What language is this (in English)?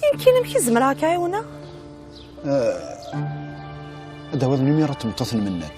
Kabyle